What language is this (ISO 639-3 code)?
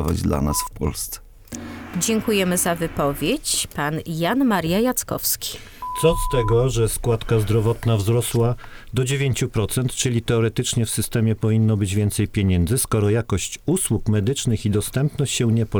pol